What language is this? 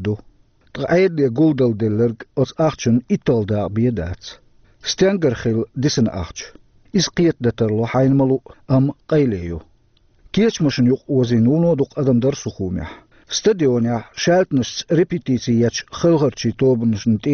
Chechen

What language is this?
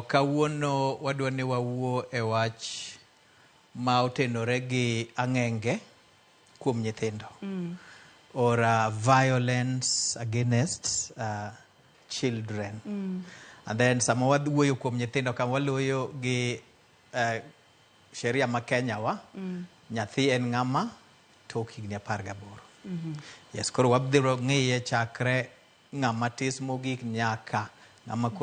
Luo (Kenya and Tanzania)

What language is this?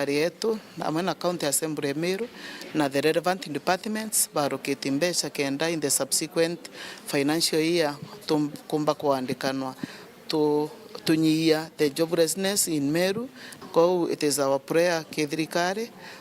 Meru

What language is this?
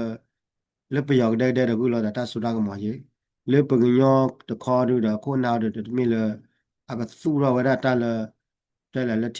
S'gaw Karen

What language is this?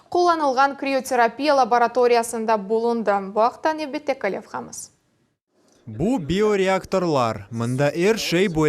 Crimean Tatar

